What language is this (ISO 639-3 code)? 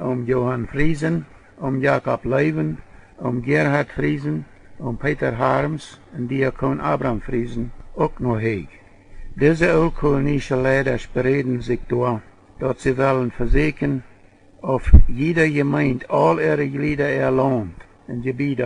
pdt